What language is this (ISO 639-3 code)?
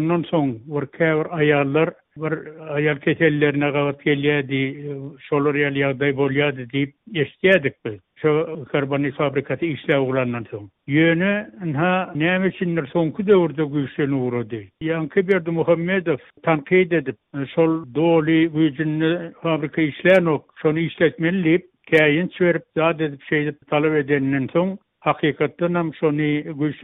tuk